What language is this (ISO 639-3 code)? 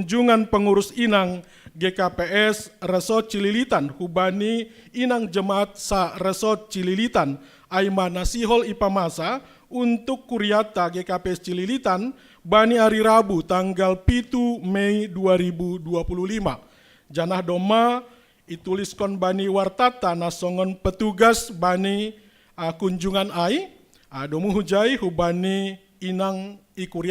bts